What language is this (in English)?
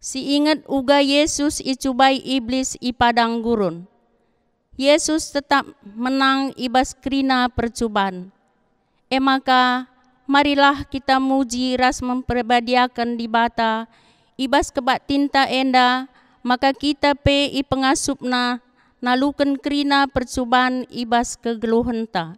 Batak Karo